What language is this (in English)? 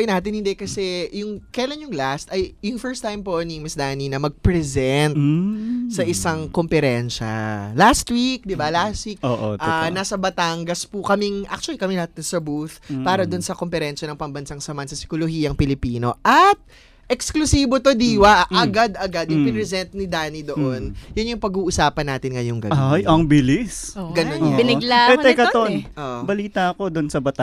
Filipino